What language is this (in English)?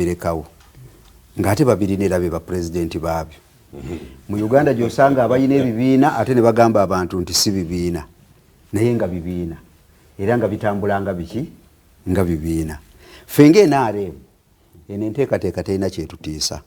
Ganda